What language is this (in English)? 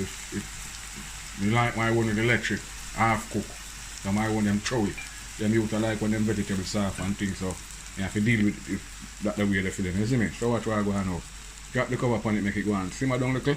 Jamaican Creole English